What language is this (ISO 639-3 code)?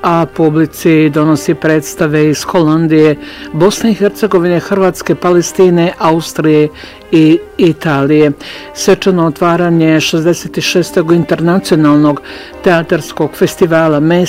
bos